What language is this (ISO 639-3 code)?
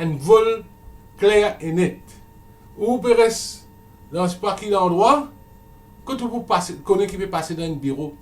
mfe